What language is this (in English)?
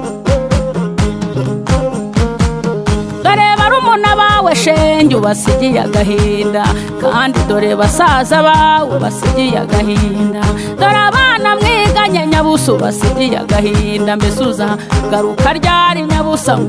Kinyarwanda